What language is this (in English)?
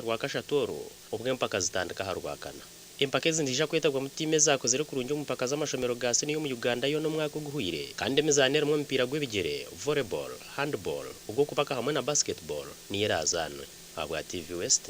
Nyankole